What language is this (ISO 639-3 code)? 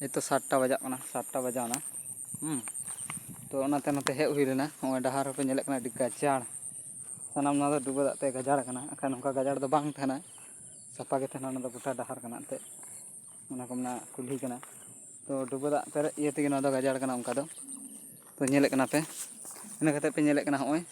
sat